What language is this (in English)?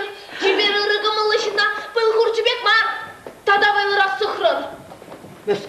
Chuvash